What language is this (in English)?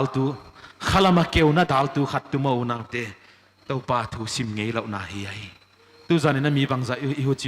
Paite Chin